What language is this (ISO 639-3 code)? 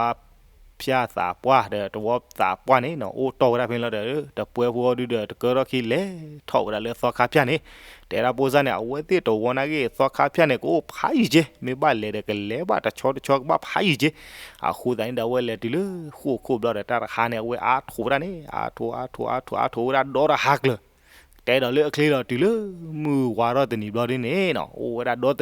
ksw